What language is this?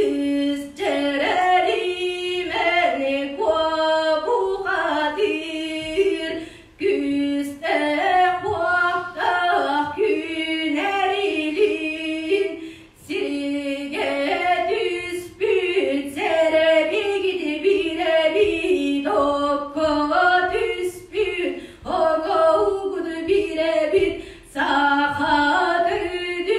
Yakut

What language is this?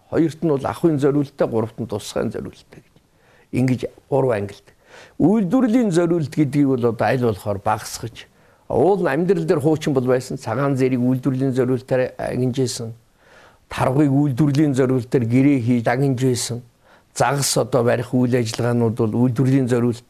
Mongolian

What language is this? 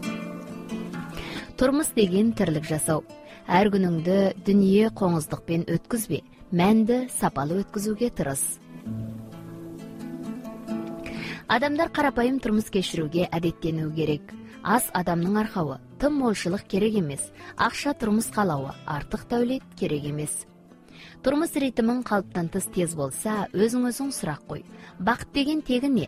Kazakh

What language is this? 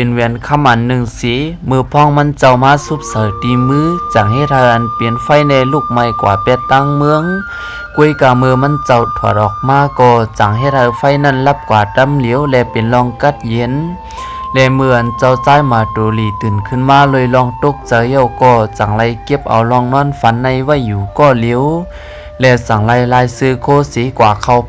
Shan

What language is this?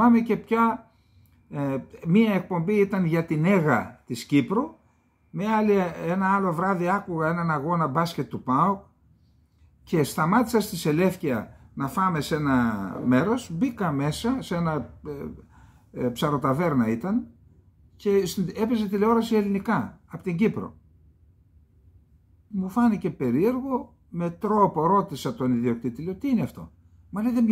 Greek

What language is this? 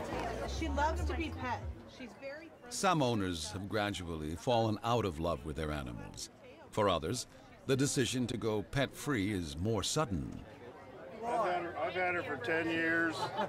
English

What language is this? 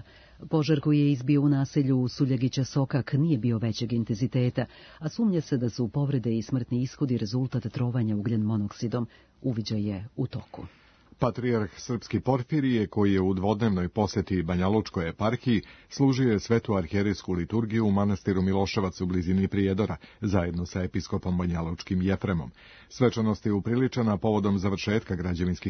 Serbian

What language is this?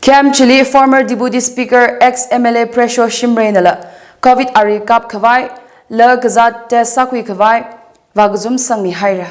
Tangkhul Naga (India)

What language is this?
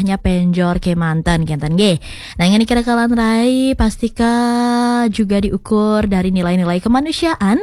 Balinese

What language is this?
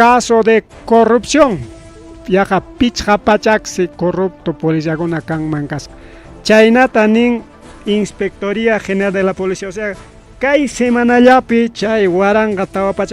Ayacucho Quechua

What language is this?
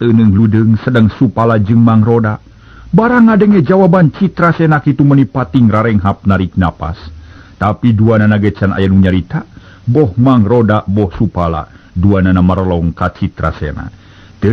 Sundanese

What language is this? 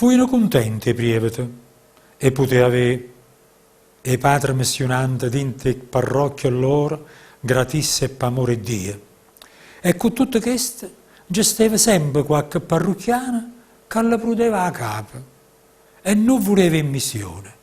Neapolitan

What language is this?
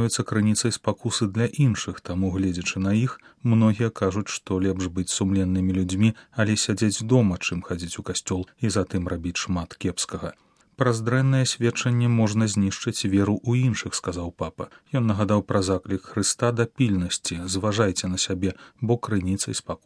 Belarusian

